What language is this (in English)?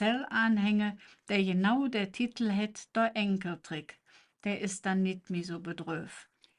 Colognian